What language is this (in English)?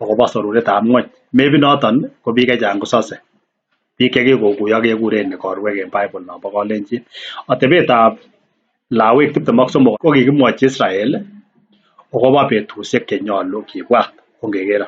Kalenjin